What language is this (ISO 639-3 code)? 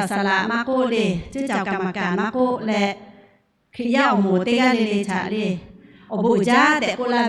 lhu